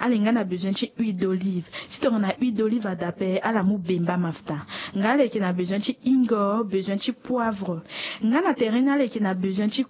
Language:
Sango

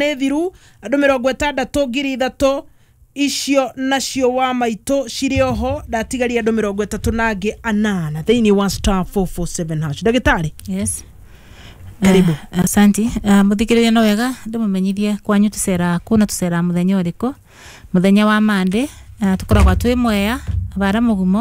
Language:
Kikuyu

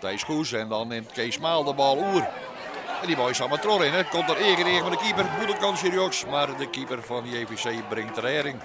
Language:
Western Frisian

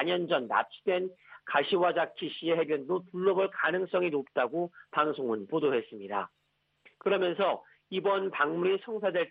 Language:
Korean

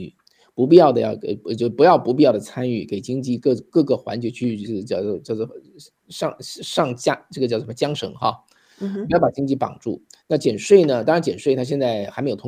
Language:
Chinese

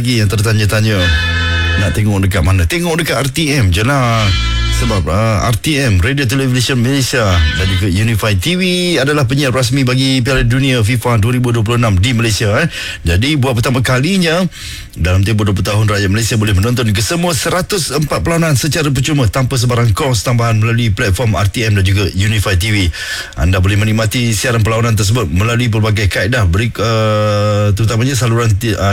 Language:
Malay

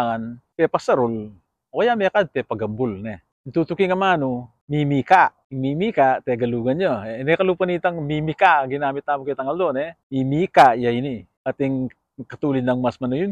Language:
Pampanga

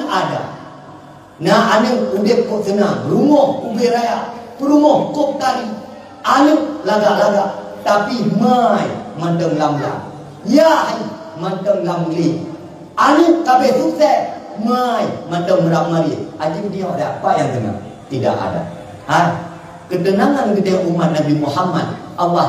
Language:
Achinese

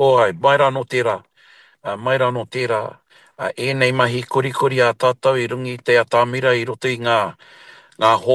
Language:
Māori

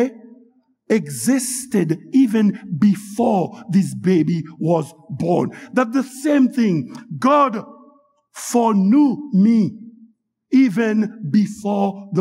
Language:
Haitian Creole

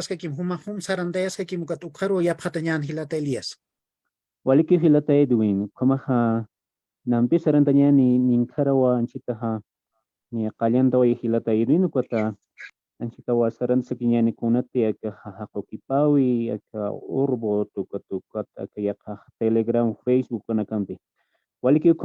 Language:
Aymara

